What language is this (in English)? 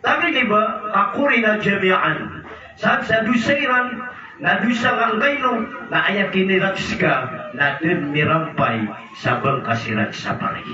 Maranao